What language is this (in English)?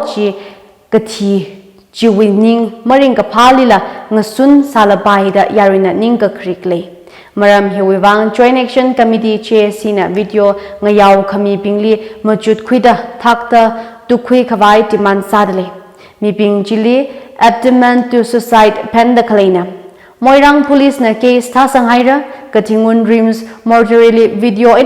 Tangkhul Naga (India)